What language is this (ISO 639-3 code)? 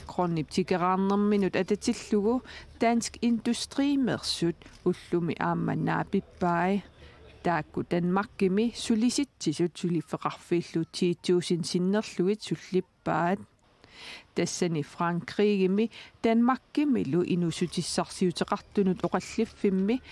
kal